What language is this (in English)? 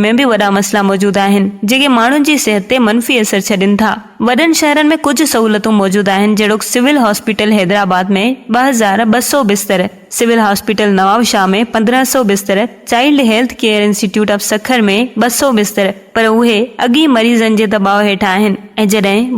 Sindhi